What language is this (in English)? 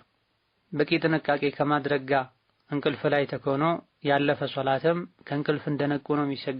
Amharic